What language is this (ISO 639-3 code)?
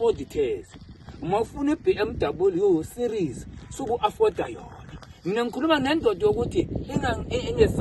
zul